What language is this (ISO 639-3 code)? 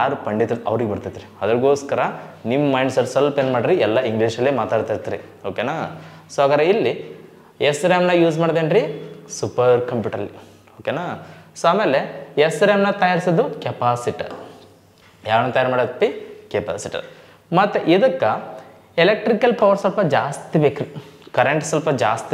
kan